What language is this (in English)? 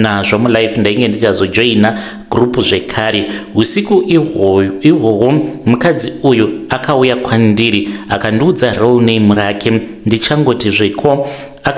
Shona